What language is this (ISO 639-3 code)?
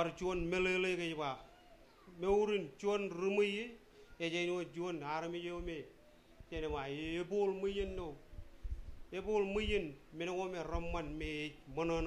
mah